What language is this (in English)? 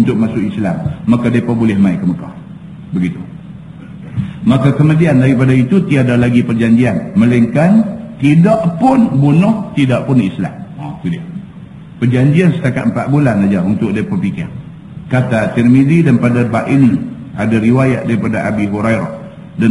Malay